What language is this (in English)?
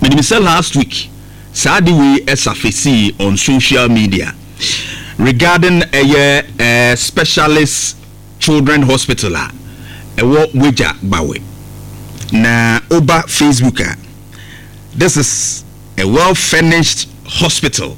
Akan